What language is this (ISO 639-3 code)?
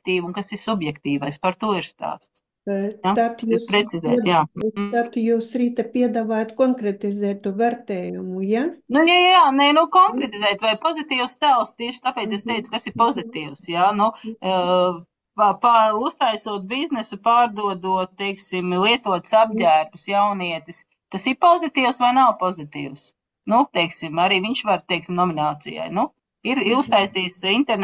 lav